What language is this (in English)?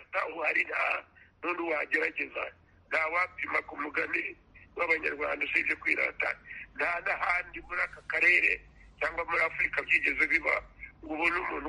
Kinyarwanda